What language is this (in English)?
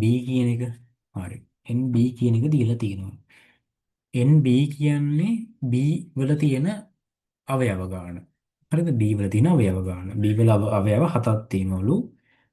Sinhala